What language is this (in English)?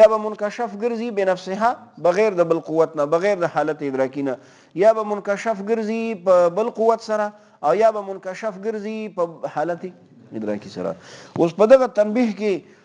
Pashto